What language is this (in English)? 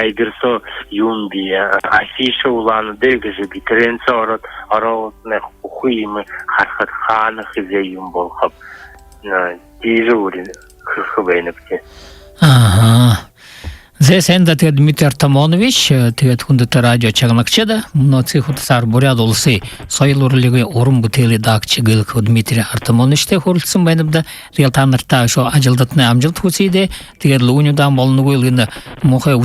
Buriat